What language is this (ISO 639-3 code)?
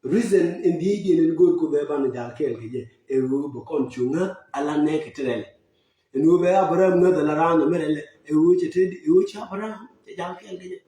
nus